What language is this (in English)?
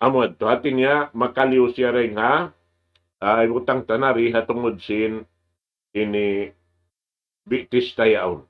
Tausug